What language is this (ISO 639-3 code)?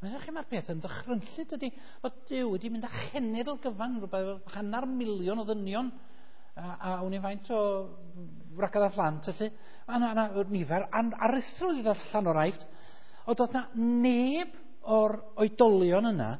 cym